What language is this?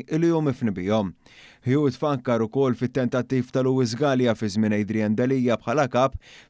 Maltese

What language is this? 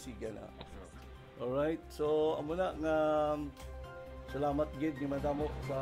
Hiligaynon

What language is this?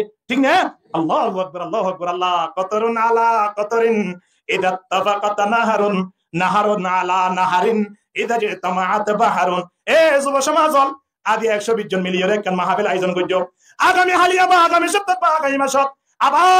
Rohingya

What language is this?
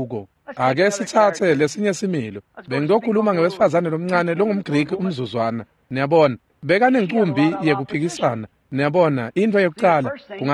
Swati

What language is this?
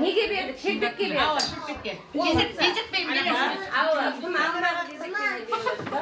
Kara-Kalpak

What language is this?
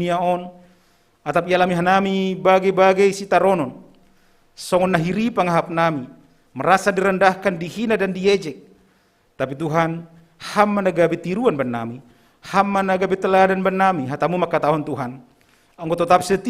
Batak Simalungun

